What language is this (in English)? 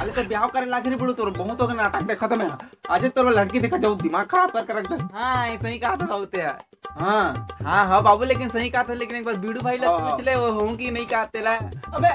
Chhattisgarhi